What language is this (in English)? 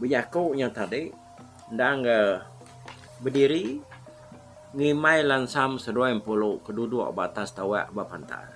Iban